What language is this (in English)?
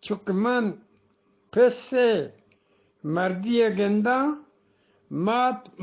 Eastern Balochi